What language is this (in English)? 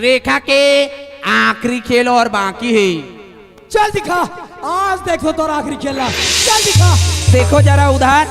Chhattisgarhi